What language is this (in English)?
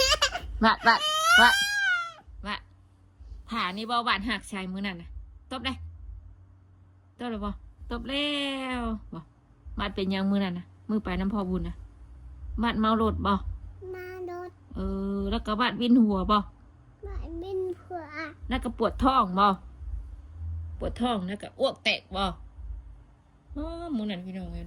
Northeastern Thai